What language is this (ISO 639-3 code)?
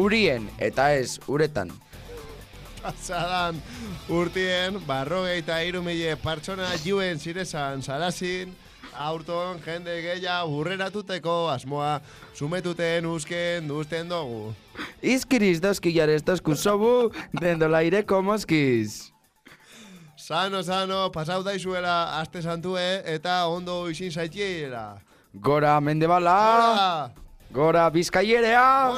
eus